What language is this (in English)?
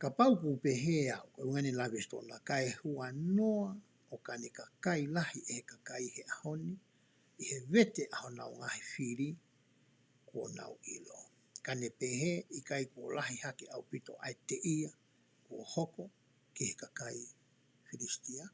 Tongan